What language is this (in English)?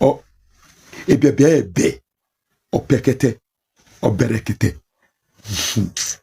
Nigerian Pidgin